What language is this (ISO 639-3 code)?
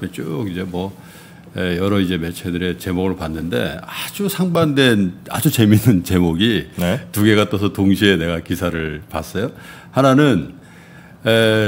kor